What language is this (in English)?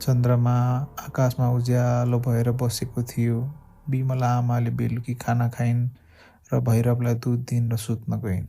Nepali